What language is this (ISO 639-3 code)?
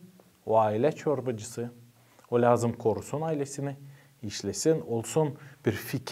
gag